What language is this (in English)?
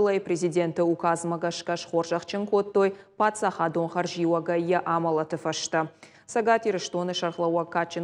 Ossetic